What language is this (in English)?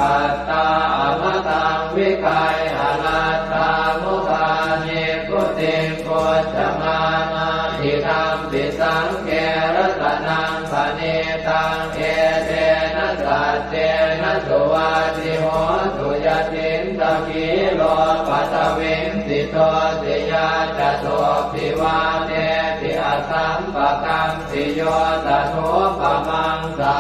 Pali